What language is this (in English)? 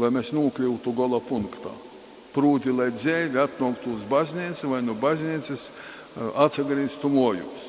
Latgalian